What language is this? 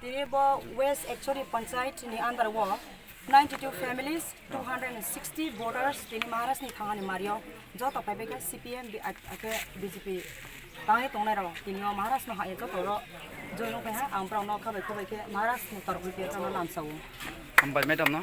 Kok Borok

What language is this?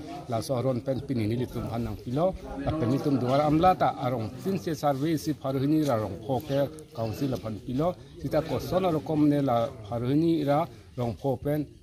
Karbi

